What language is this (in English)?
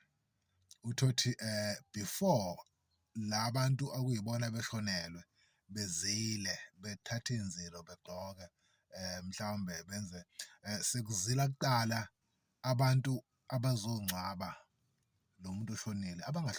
Zulu